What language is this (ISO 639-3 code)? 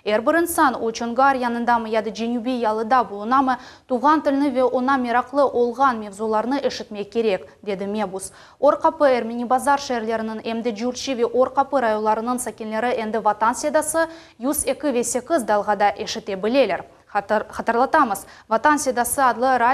crh